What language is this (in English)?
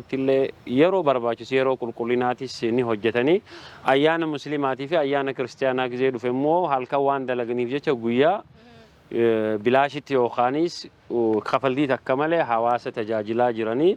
Oromo